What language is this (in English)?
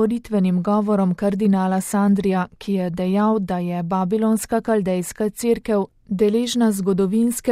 Slovenian